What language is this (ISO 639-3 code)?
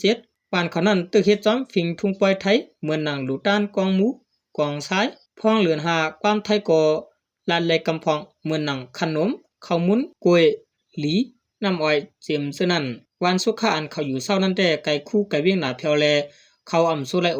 shn